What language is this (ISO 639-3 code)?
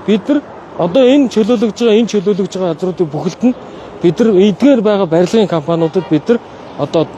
mon